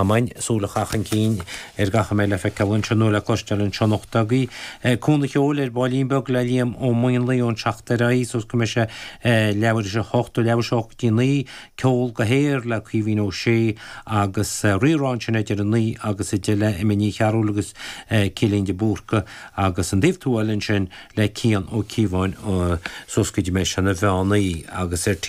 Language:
Irish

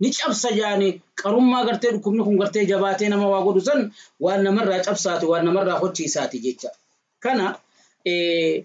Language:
Oromo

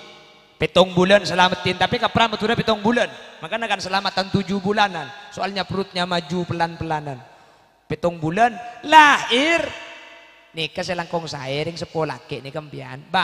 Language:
Madurese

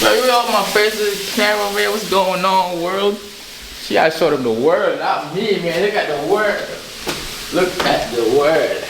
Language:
Jamaican Creole English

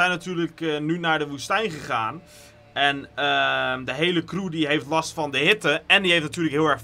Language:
Dutch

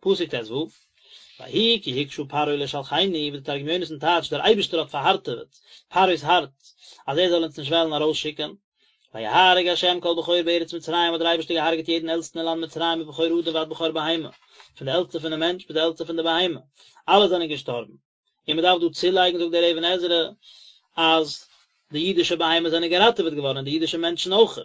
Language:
Yiddish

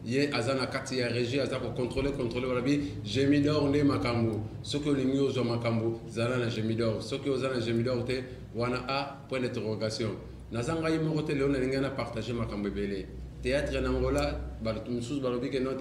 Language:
Lingala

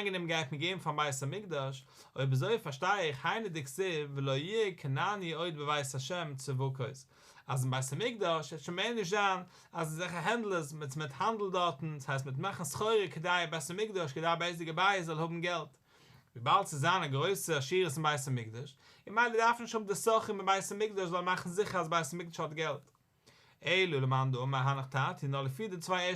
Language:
Yiddish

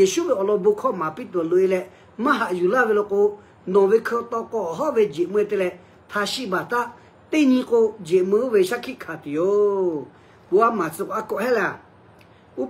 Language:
Lahu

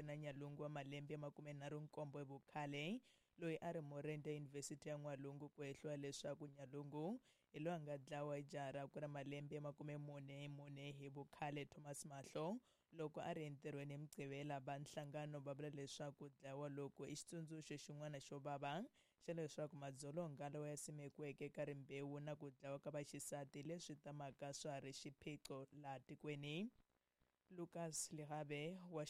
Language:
Tsonga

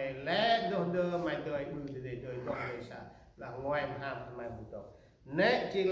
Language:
Central Mnong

